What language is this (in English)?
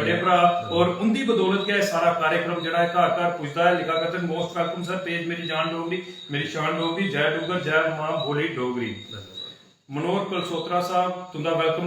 Dogri